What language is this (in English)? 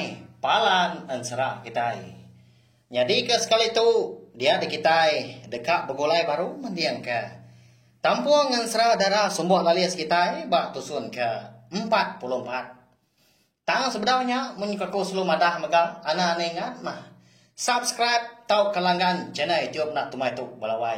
Iban